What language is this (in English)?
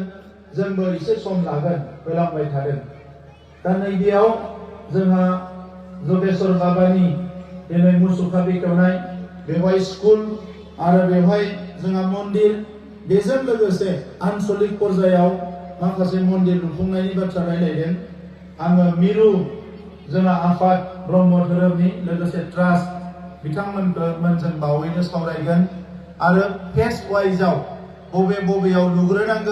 Bodo